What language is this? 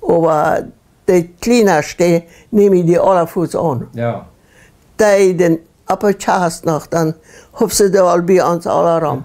Plautdietsch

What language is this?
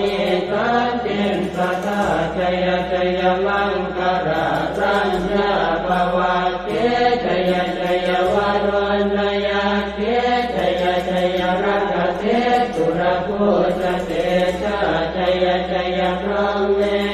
Pali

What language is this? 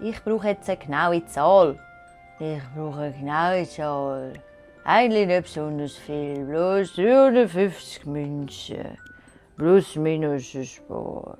Swiss German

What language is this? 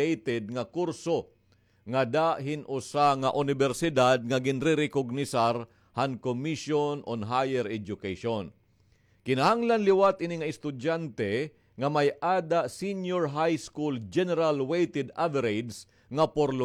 Waray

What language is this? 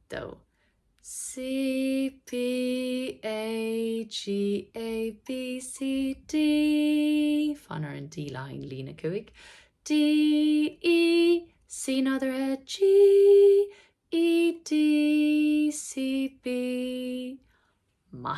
Irish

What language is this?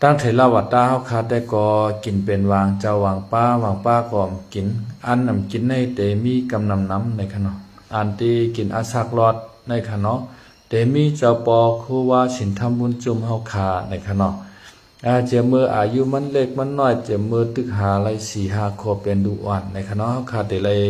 Shan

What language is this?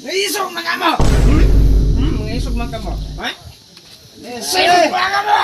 Cebuano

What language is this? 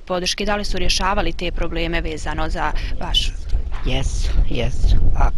Bosnian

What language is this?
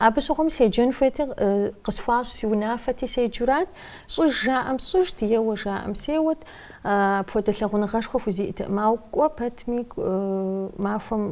Kabardian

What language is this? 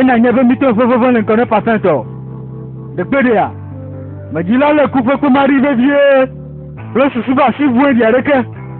Ewe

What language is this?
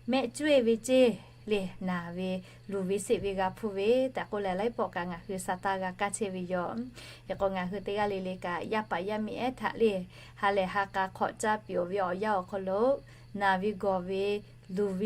Lahu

